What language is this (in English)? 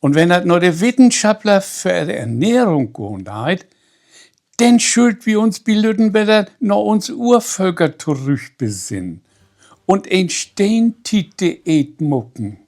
Low German